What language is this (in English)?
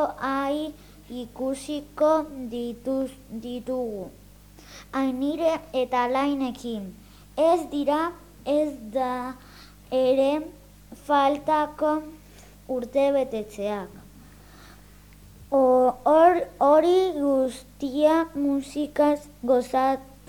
Basque